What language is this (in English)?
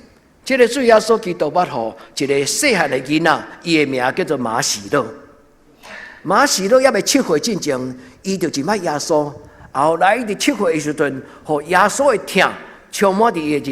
Min Nan Chinese